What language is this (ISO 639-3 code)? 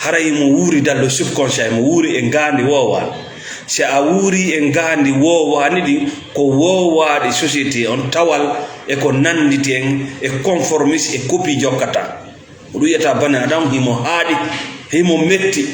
ful